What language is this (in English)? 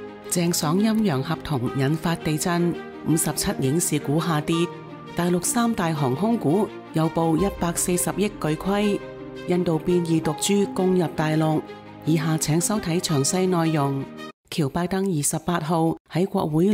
Cantonese